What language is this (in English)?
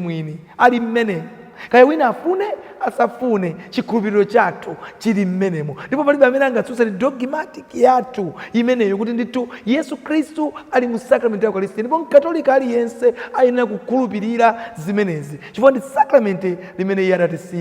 Nyanja